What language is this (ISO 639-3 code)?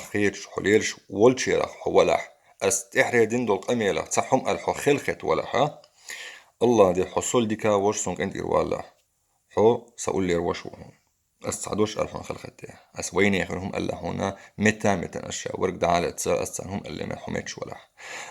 che